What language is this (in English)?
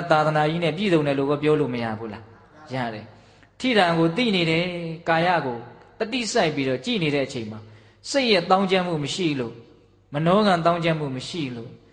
Burmese